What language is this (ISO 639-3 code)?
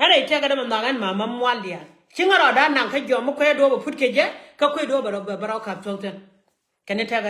nus